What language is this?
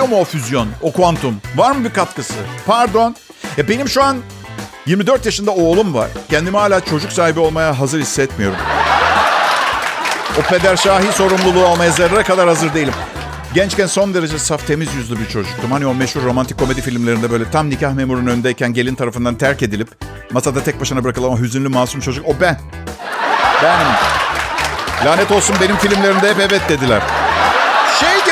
Turkish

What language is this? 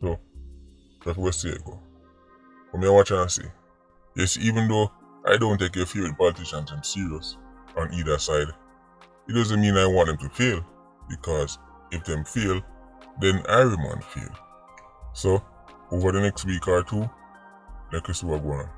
Jamaican Creole English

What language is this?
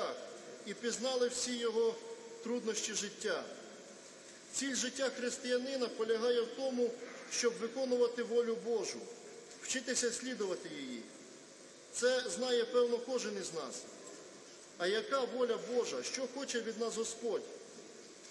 Ukrainian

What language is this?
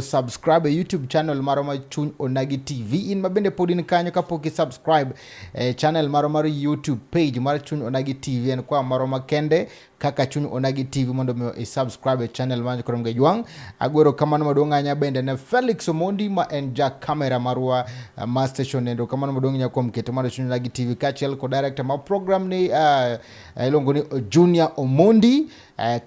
Luo (Kenya and Tanzania)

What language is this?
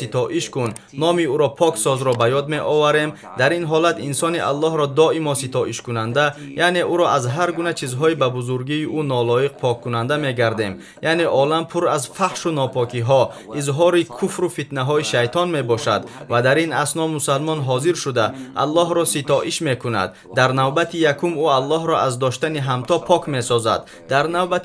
Tajik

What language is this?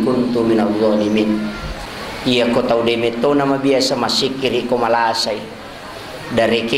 Buginese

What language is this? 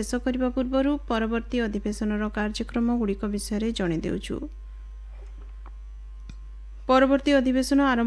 Odia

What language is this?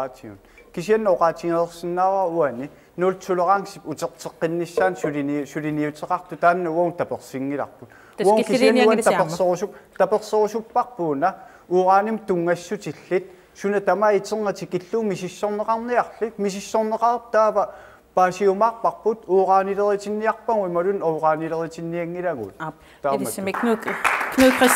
Kalaallisut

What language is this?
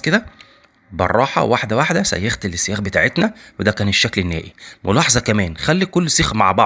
Egyptian Arabic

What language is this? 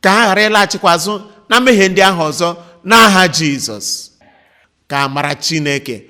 Igbo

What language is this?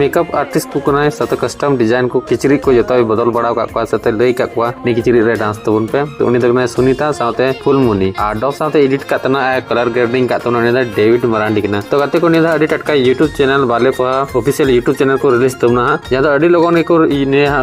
Santali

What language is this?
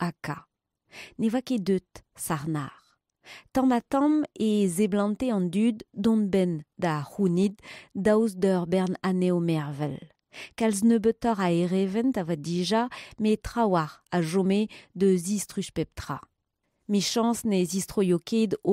Breton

